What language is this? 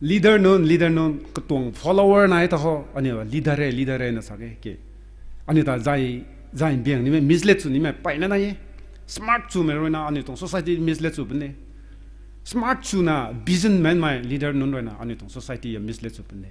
Rongmei Naga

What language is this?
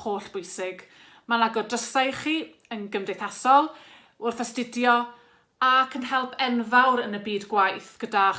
Welsh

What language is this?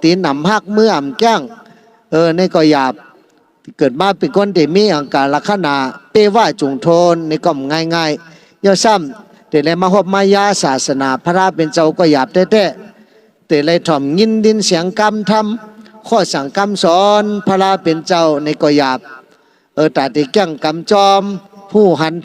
Shan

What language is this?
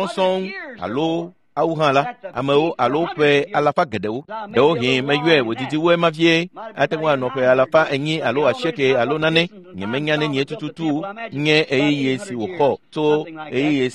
Ewe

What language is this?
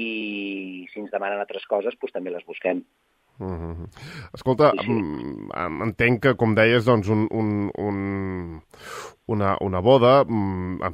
Catalan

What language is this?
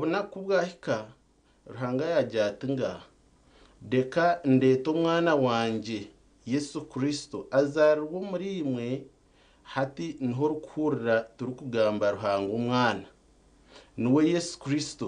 Nyankole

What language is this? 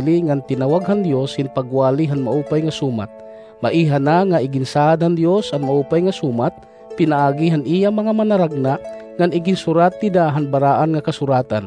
Waray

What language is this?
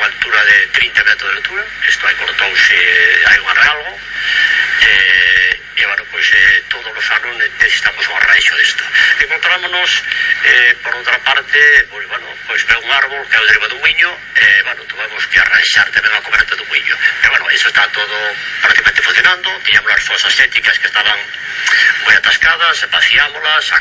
Galician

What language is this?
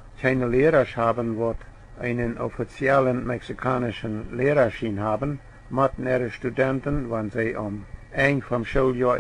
Plautdietsch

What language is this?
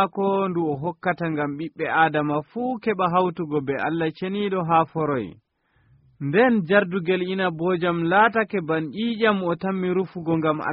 Nigerian Fulfulde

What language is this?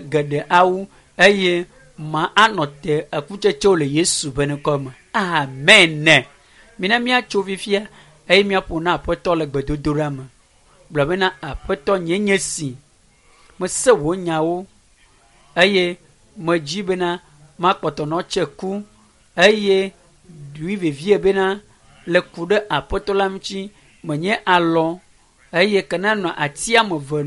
Ewe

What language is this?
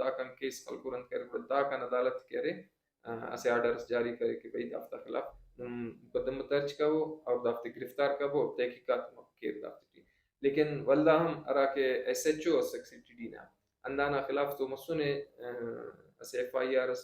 Brahui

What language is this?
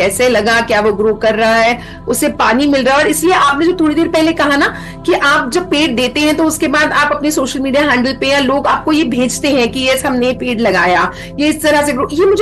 Hindi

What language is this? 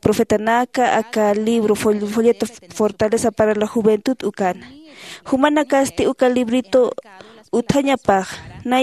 Aymara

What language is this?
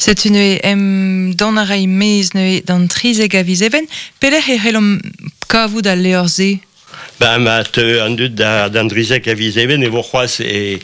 Breton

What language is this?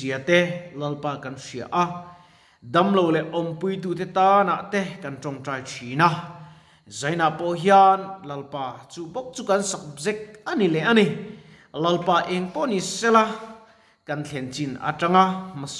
Mizo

